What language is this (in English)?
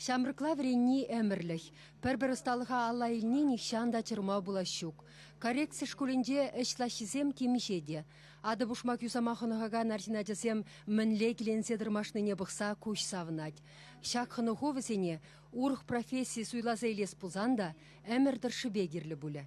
Chuvash